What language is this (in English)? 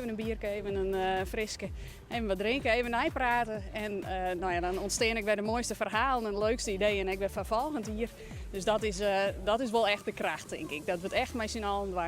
Western Frisian